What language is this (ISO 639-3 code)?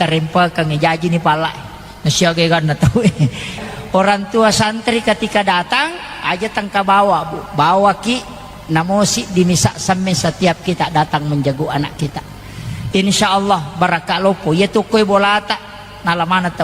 bug